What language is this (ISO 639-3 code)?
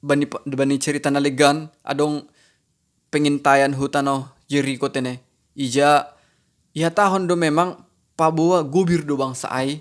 bts